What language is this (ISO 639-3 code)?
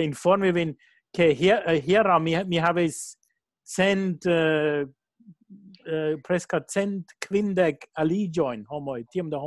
epo